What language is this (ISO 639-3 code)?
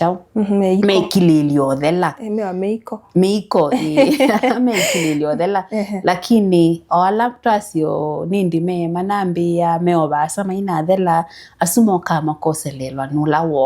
kam